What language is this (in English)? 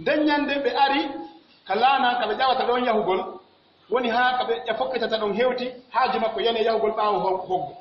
Pular